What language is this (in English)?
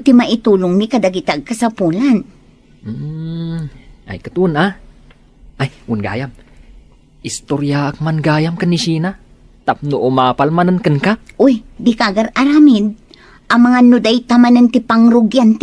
Iloko